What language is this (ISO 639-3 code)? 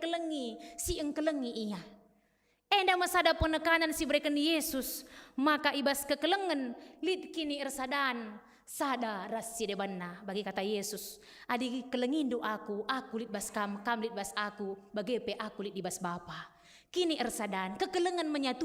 btx